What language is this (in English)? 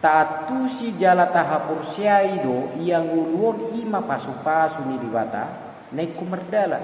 Batak Toba